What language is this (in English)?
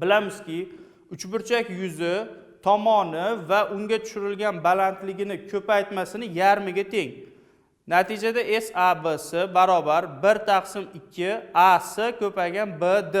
Uzbek